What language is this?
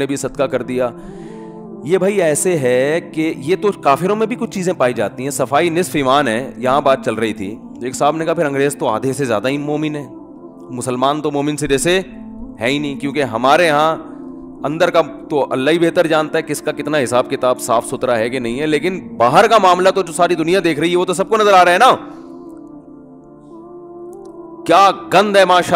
Urdu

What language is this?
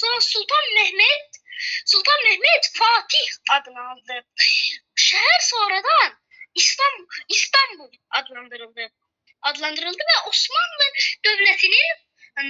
Azerbaijani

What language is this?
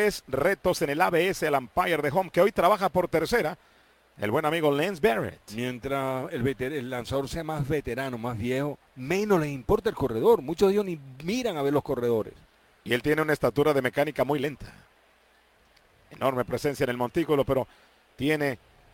Spanish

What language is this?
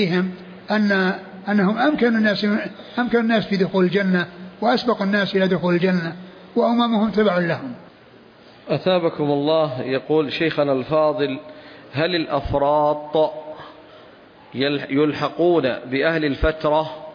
Arabic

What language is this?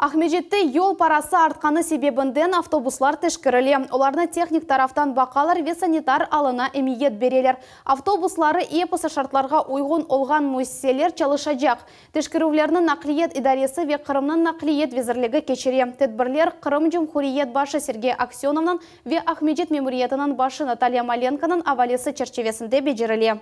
Crimean Tatar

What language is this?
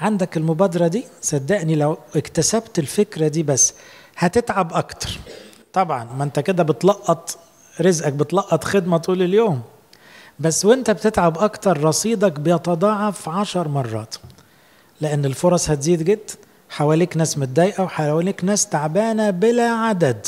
Egyptian Arabic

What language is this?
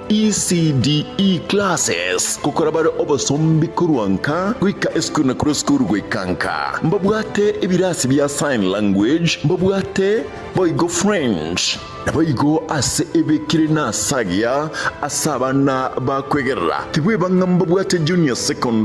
Gusii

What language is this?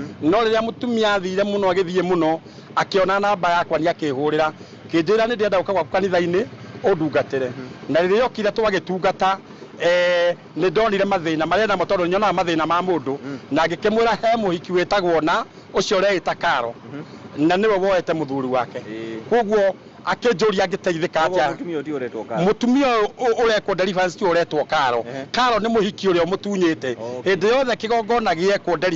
Kikuyu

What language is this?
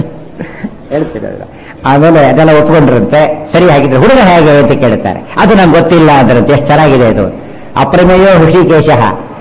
Kannada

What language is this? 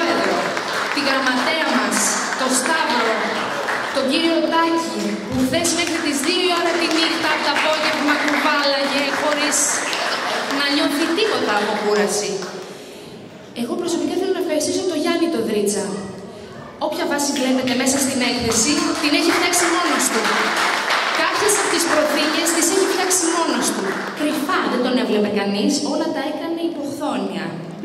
Greek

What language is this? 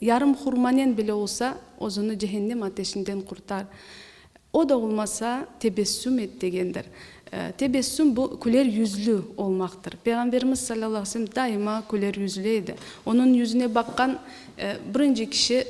Crimean Tatar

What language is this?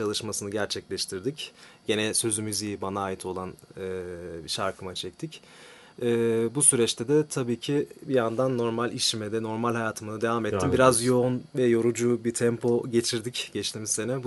Turkish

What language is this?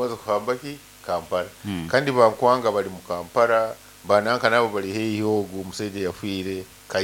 Nyoro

